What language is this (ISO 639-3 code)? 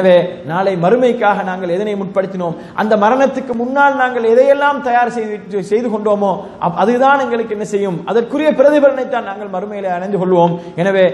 tam